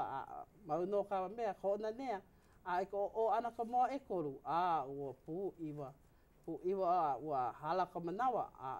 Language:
Hawaiian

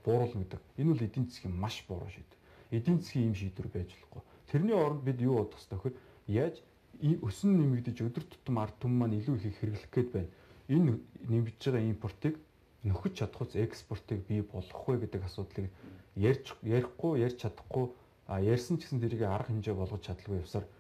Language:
Mongolian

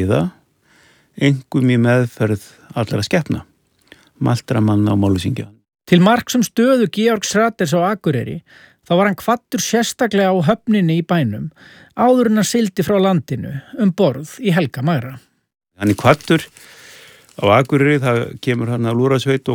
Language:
Icelandic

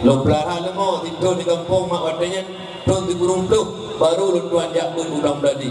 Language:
Achinese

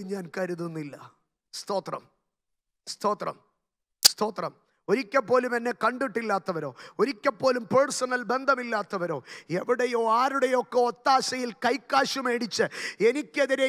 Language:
Malayalam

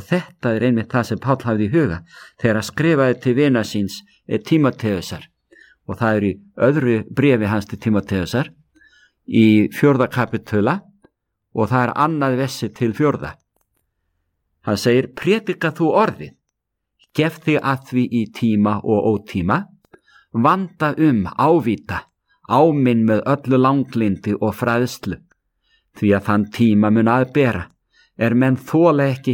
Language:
Icelandic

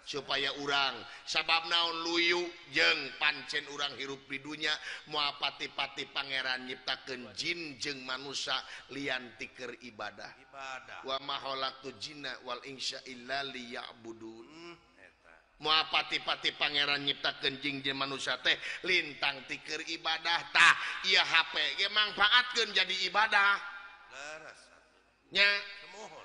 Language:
Sundanese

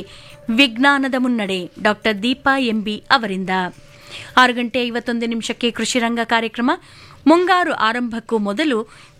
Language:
Kannada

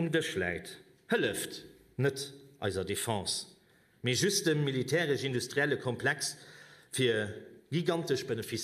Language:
Luxembourgish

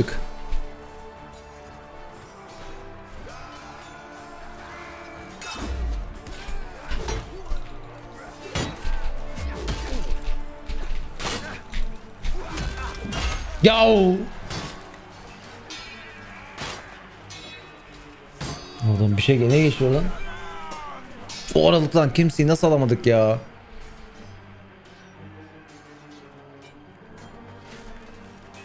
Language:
Turkish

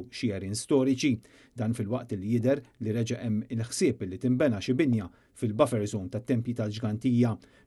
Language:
Maltese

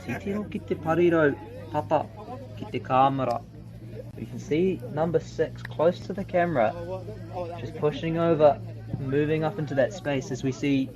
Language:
Māori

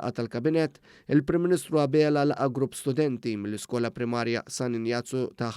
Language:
Maltese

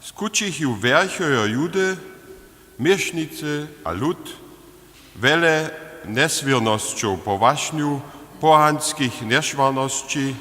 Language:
Upper Sorbian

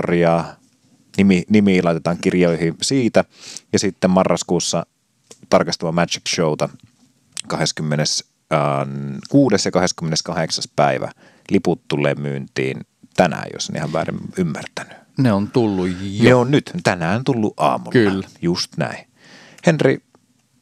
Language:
Finnish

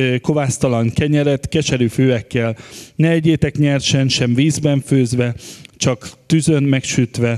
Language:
Hungarian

